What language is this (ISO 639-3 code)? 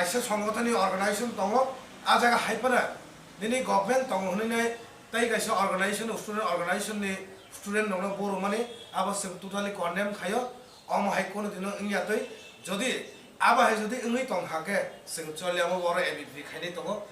trp